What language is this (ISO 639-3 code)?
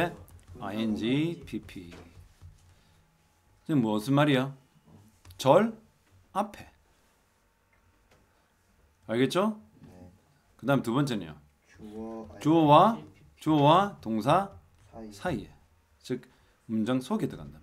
kor